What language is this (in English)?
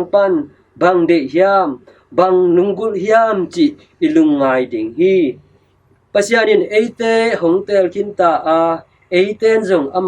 Tedim Chin